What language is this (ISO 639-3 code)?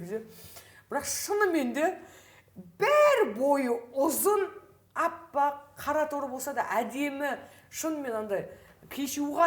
kaz